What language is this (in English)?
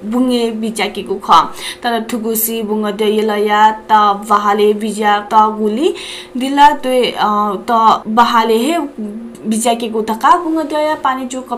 Newari